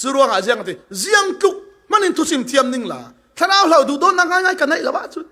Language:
Falam Chin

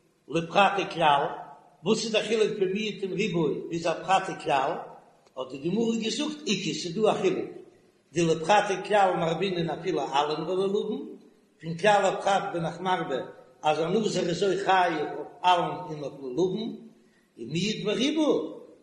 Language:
Yiddish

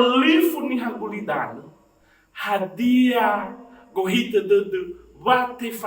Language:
Nias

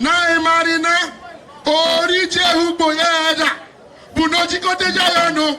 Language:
Igbo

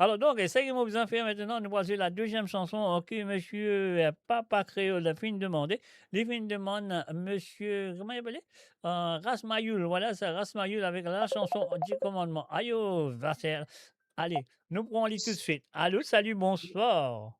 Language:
Morisyen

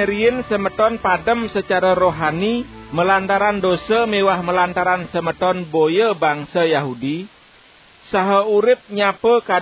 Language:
Balinese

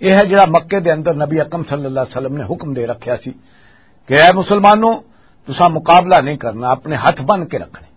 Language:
Western Panjabi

